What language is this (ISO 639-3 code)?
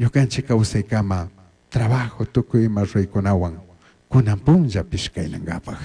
qug